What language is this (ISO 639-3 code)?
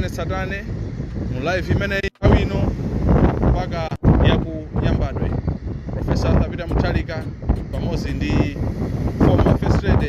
nya